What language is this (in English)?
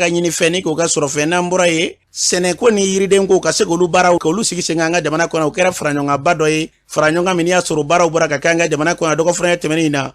Bambara